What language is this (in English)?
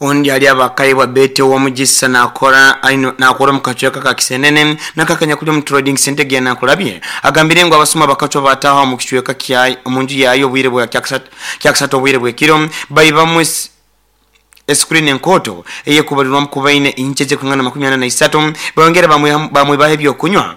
Nyoro